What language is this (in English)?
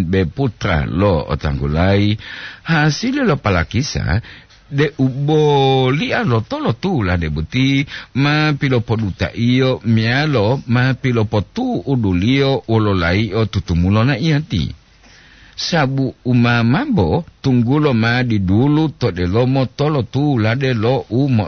Gorontalo